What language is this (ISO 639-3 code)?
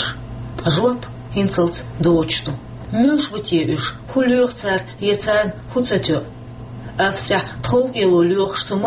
che